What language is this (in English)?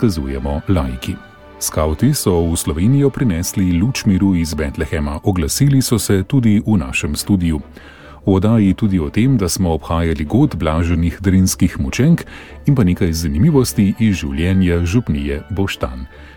Slovenian